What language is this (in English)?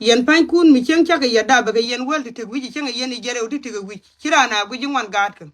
Nuer